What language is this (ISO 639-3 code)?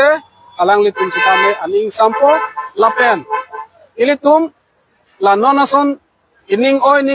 mjw